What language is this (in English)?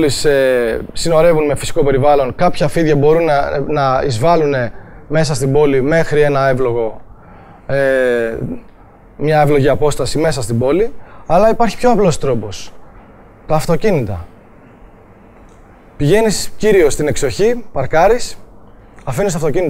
Greek